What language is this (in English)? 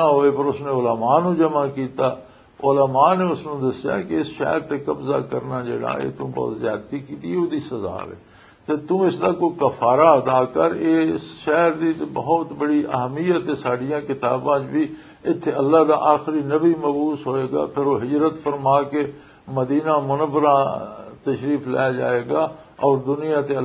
Western Panjabi